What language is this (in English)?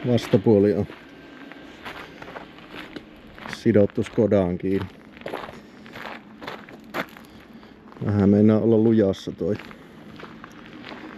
Finnish